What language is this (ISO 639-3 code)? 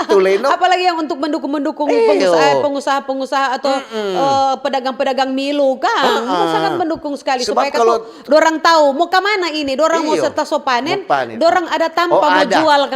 xmm